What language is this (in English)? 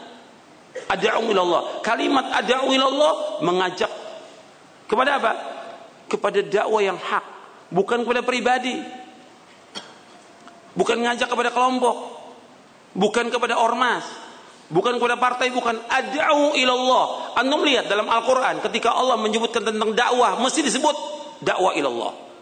Indonesian